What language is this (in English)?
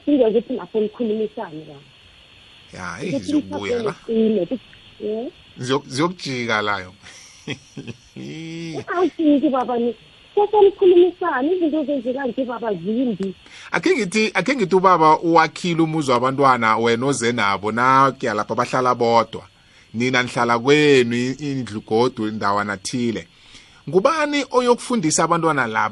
South Ndebele